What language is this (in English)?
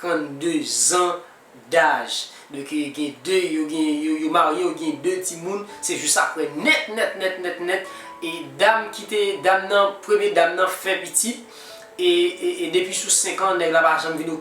Haitian Creole